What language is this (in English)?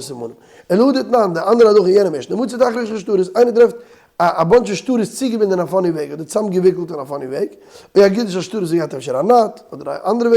Yiddish